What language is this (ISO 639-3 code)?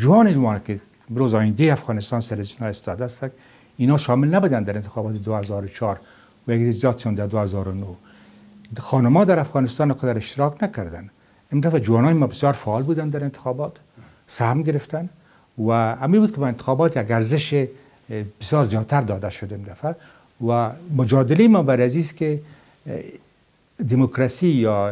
fas